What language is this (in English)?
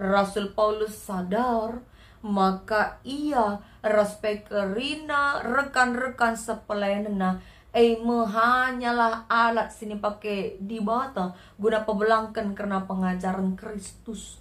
Batak Karo